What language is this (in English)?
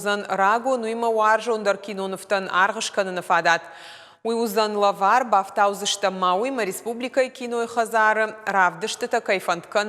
Ossetic